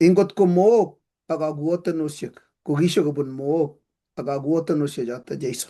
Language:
Kalenjin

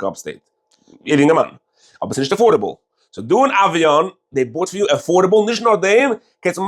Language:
Yiddish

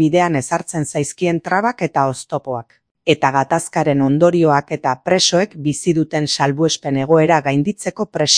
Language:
Basque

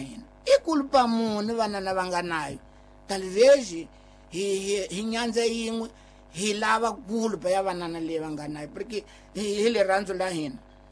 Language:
Tsonga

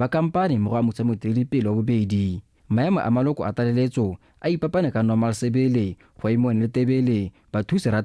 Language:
Tswana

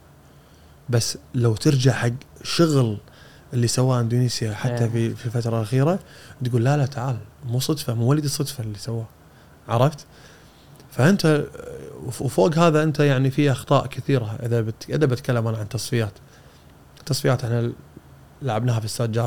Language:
Gulf Arabic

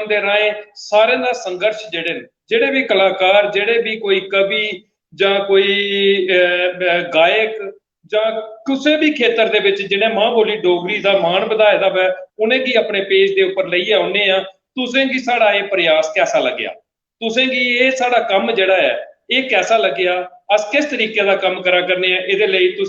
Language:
Dogri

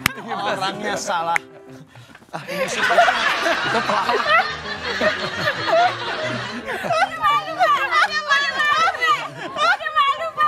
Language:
Indonesian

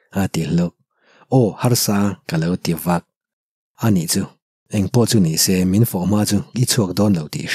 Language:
Mizo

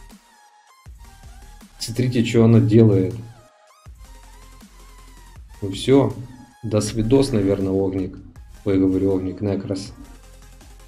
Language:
Russian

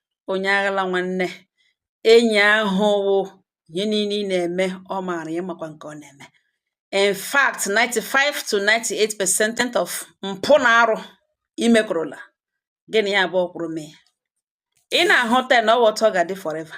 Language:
Igbo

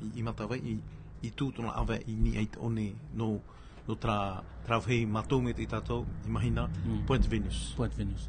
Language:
Tahitian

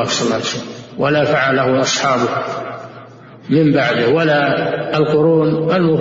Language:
Arabic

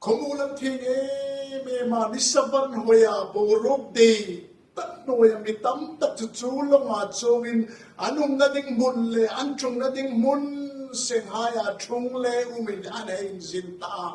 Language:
Hmar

